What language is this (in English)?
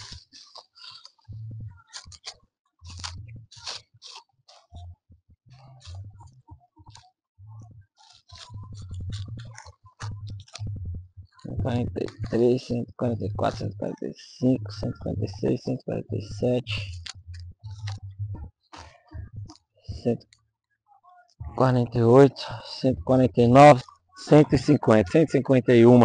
Portuguese